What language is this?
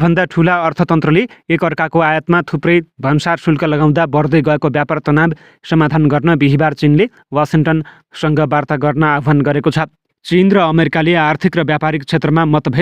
Nepali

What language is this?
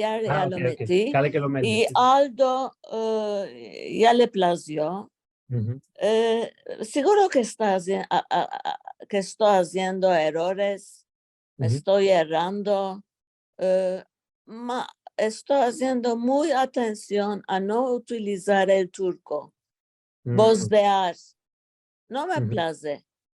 Ladino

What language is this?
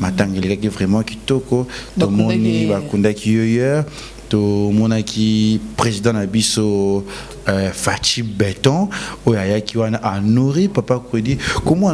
Lingala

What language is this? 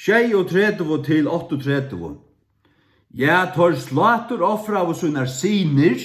Faroese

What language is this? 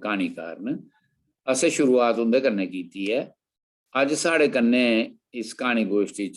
Dogri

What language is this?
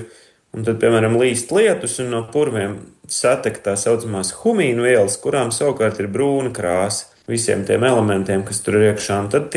Latvian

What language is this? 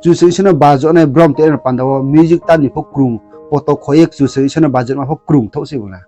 Riang (India)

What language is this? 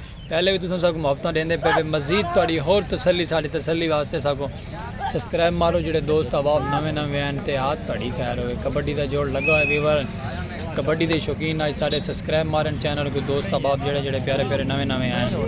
Saraiki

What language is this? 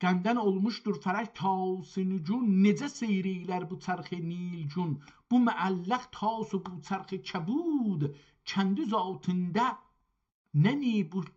South Azerbaijani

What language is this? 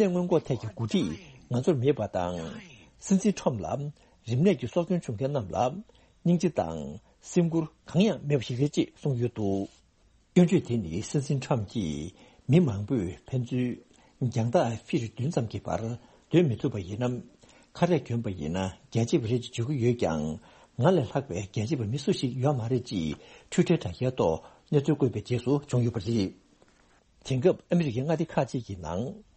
Tibetan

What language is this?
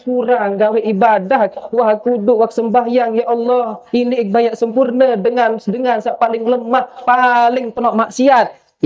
Sasak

